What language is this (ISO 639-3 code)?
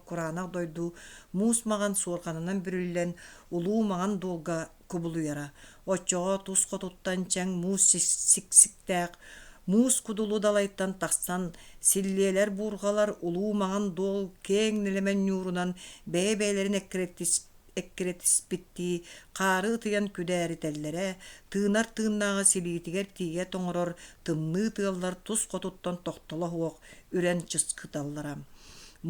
sah